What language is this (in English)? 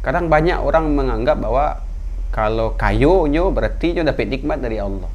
Minangkabau